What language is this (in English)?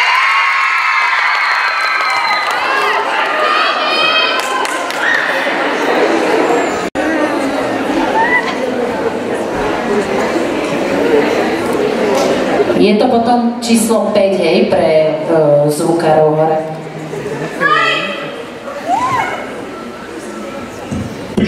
Slovak